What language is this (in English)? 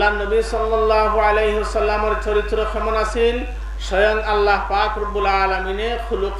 Sylheti